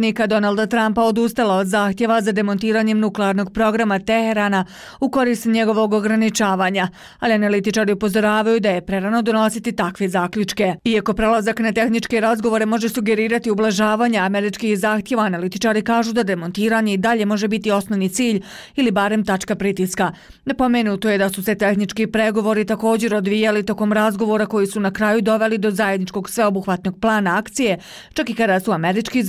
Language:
Bosnian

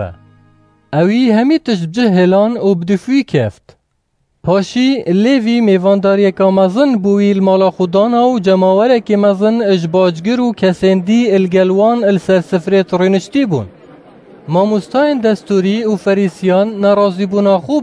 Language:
Kurdish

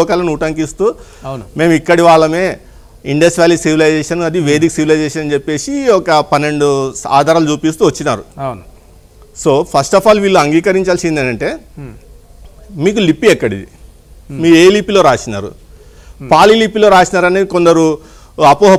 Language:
Telugu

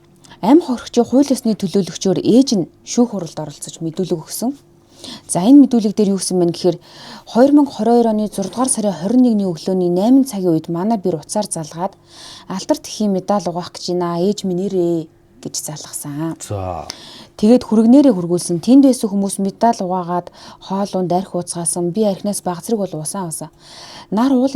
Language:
Mongolian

